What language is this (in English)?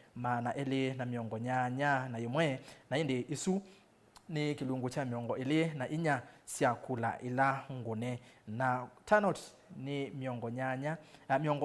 Kamba